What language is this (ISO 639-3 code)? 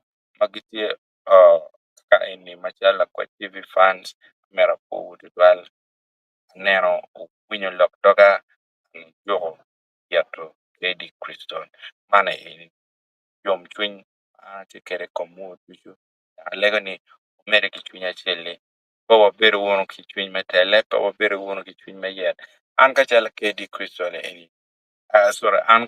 ach